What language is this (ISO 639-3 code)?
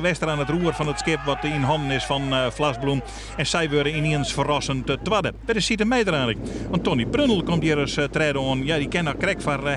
fry